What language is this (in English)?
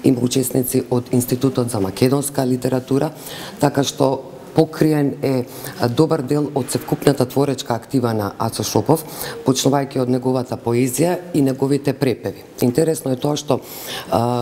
Macedonian